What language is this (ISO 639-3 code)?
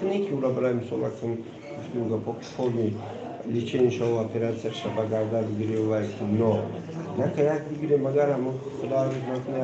tgk